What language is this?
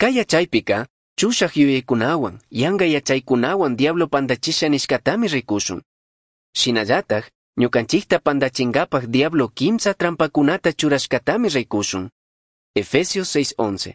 Chimborazo Highland Quichua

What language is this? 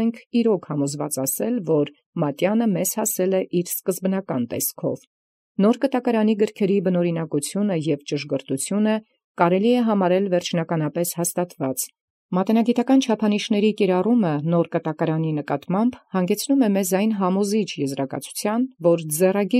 Armenian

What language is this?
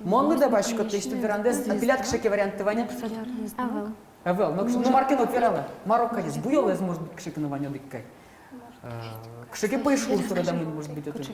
Udmurt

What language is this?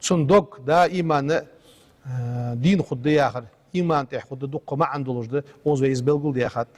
Ingush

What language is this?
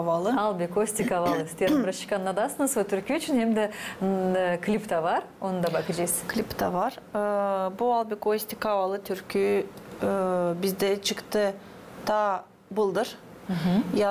Gagauz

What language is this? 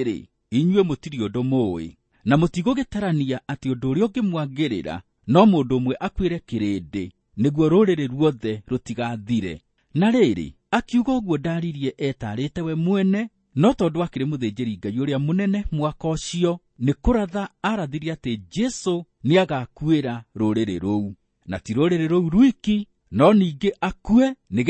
Kikuyu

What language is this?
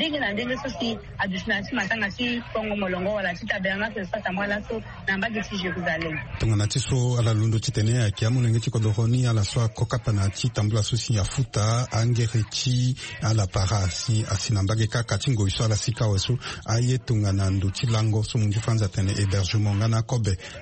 Sango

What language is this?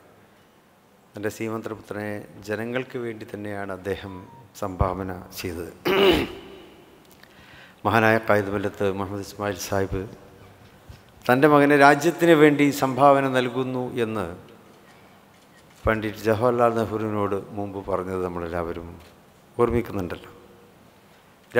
Malayalam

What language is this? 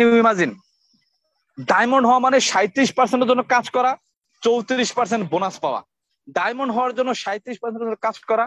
Bangla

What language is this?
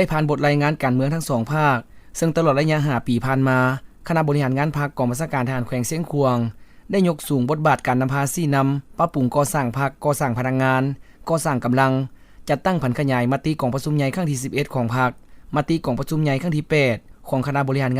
Lao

